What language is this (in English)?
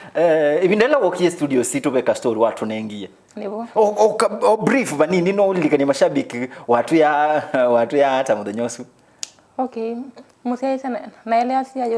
Kamba